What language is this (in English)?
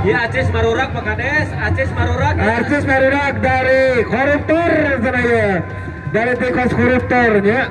Sundanese